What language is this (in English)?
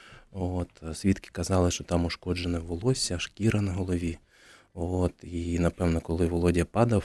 Ukrainian